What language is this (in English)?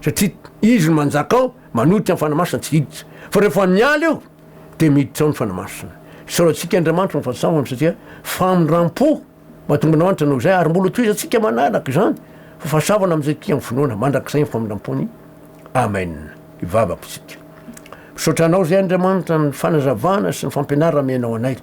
Malagasy